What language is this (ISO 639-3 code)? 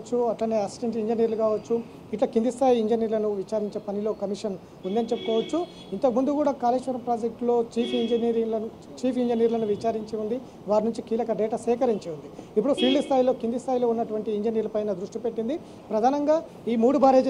tel